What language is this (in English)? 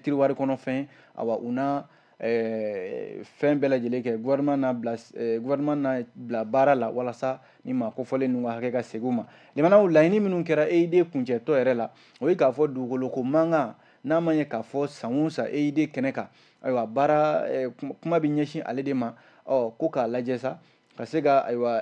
Bambara